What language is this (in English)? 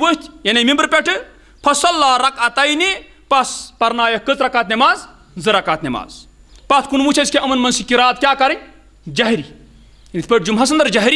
Kashmiri